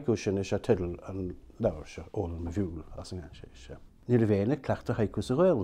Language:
Irish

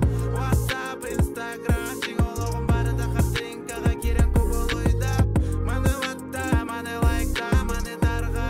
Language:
Yakut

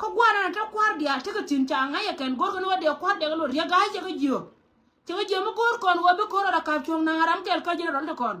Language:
Nuer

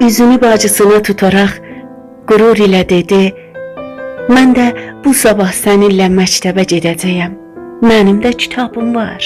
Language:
South Azerbaijani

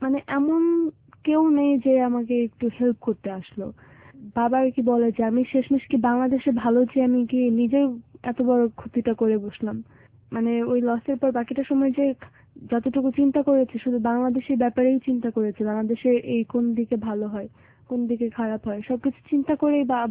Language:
Bangla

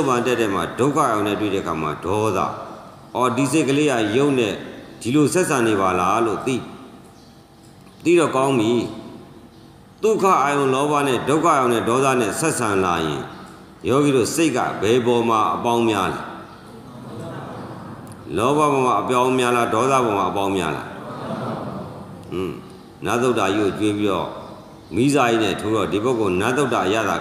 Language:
Burmese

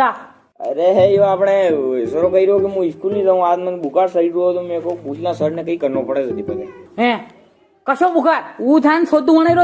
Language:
Rajasthani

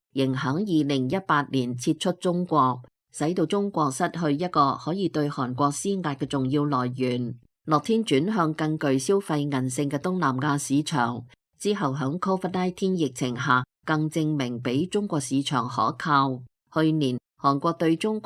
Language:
Cantonese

